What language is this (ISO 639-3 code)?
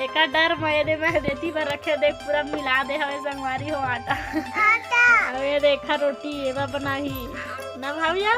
hne